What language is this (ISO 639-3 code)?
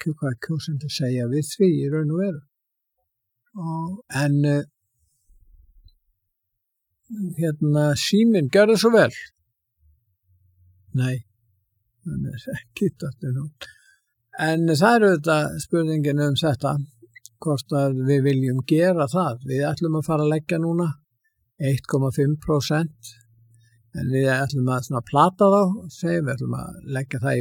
isl